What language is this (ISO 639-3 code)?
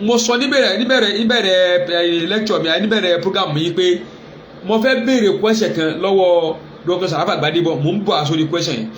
yor